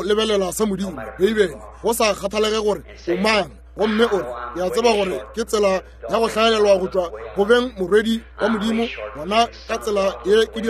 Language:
Northern Sotho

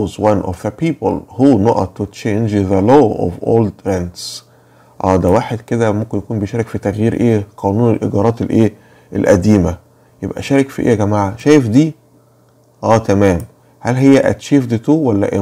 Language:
Egyptian Arabic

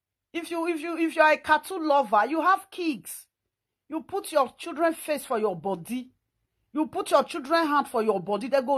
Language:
Nigerian Pidgin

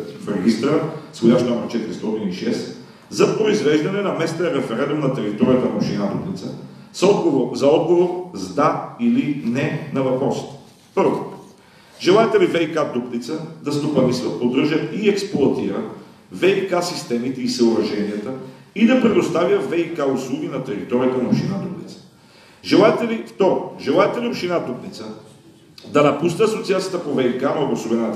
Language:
Bulgarian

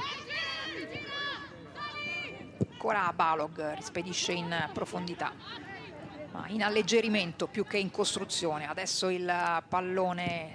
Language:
Italian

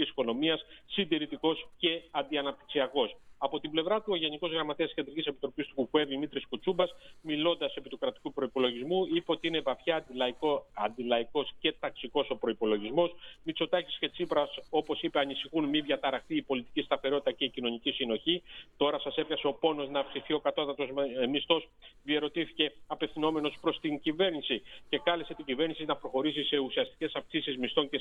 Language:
Greek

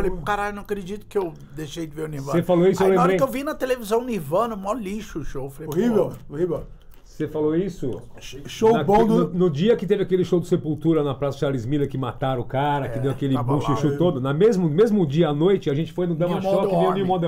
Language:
Portuguese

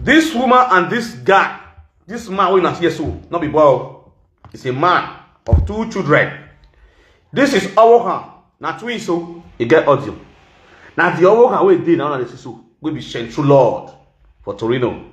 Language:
Nigerian Pidgin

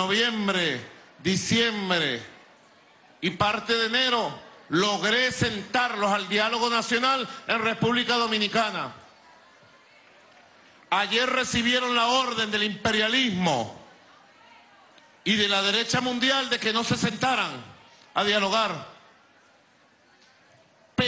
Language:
Spanish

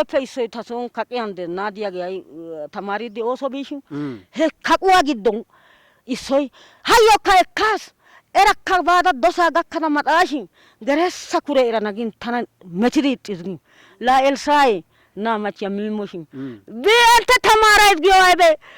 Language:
Wolaytta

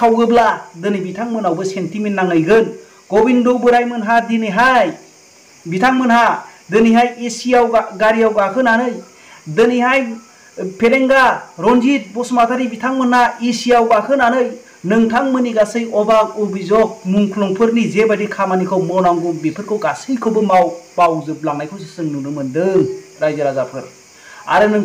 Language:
Bodo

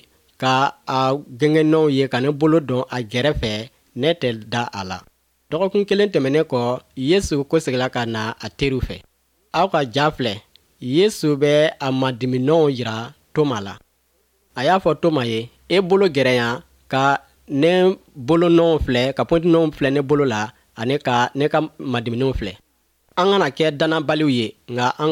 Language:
Bambara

